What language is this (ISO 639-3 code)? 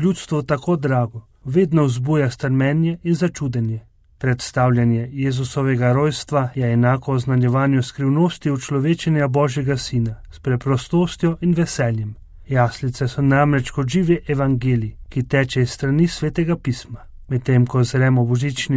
slv